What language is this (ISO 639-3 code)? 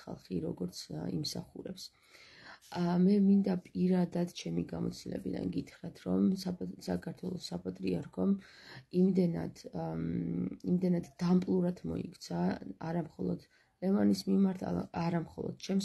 kat